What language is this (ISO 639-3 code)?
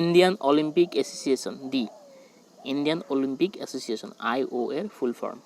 asm